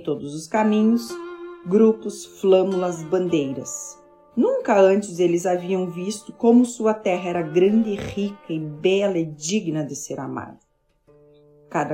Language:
Portuguese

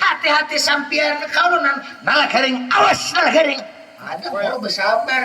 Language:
Banjar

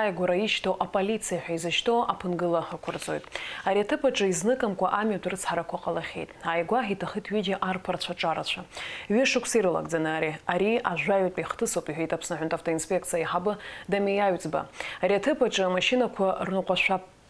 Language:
Abkhazian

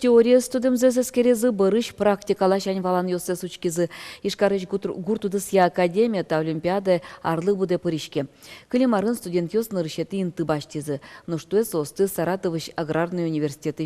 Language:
Udmurt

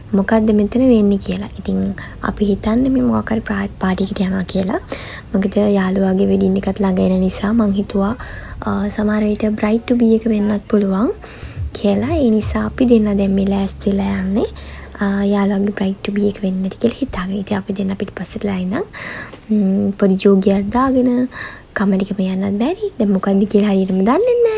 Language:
Sinhala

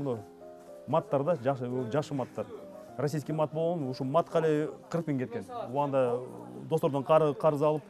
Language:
Kyrgyz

